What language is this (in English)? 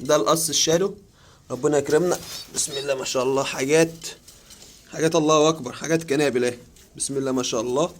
Egyptian Arabic